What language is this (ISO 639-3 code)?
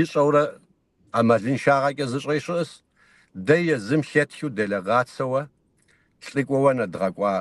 kbd